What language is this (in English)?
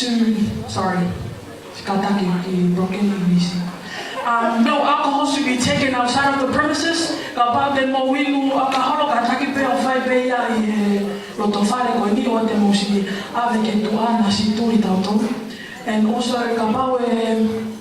Tongan